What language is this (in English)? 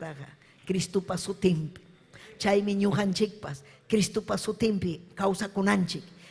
Ayacucho Quechua